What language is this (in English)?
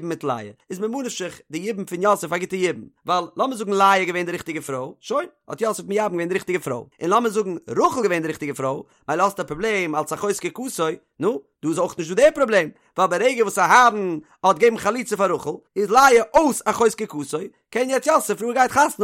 Yiddish